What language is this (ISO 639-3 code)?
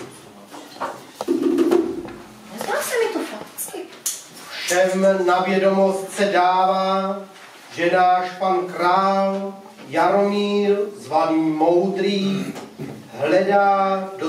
ces